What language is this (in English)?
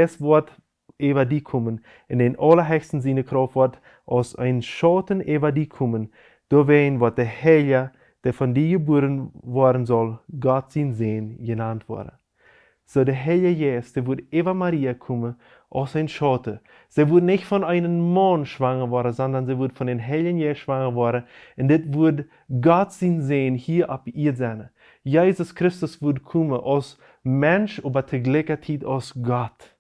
Plautdietsch